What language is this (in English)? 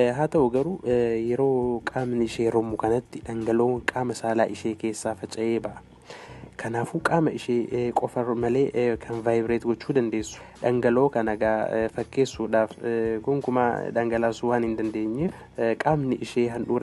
Oromo